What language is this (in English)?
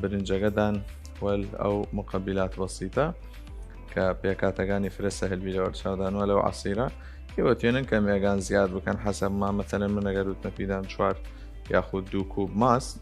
Southern Kurdish